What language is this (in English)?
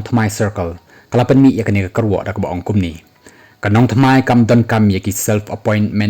Khasi